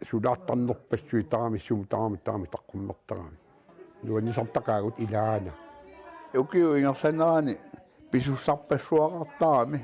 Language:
Kalaallisut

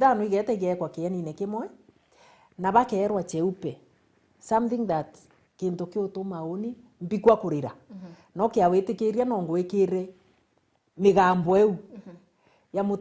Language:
Meru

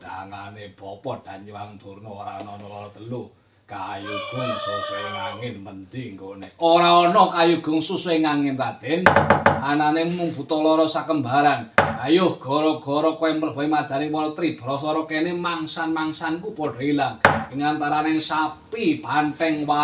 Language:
Javanese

